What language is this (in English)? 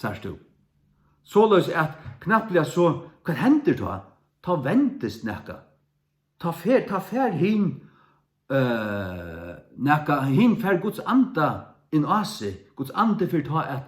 Faroese